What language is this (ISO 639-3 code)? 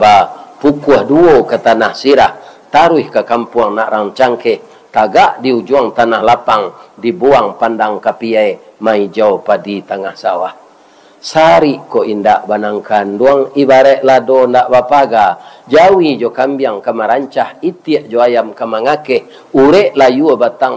min